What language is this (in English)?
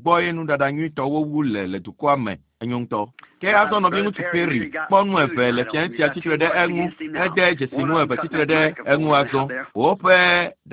Ewe